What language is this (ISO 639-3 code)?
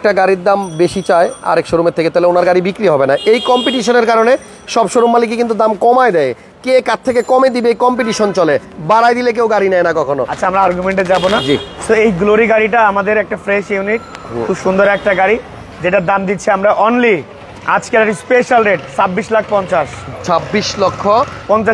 ben